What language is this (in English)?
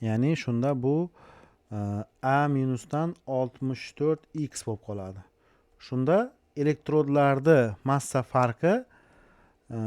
Uzbek